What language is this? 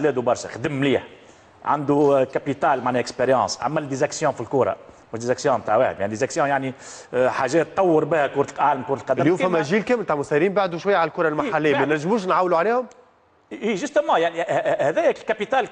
Tunisian Arabic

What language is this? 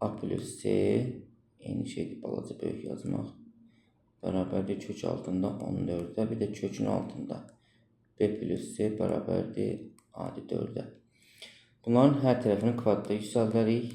Azerbaijani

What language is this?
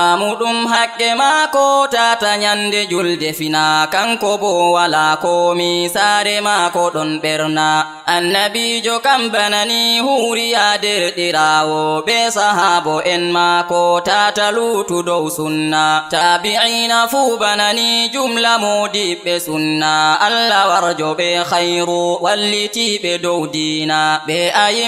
Fula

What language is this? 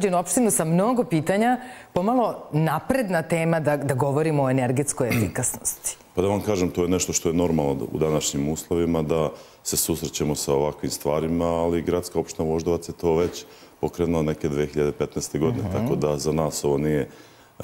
Serbian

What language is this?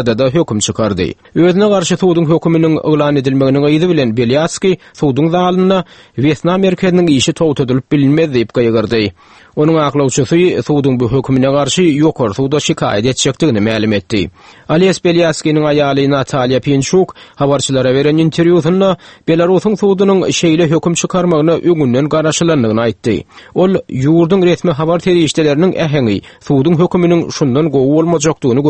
Turkmen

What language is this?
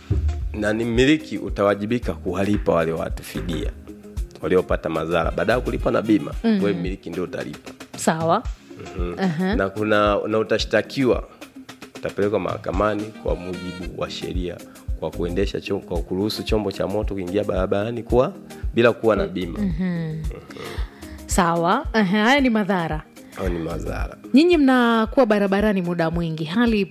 Swahili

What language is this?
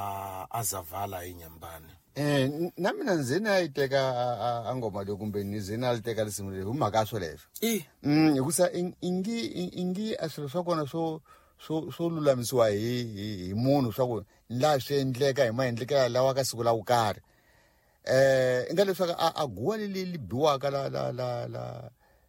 Tsonga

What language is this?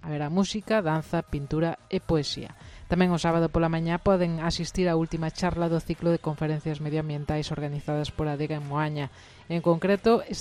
Galician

